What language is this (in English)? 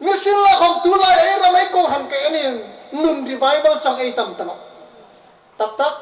Hmar